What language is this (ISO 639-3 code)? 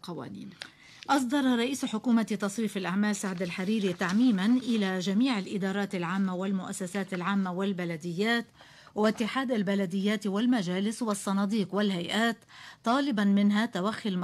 ara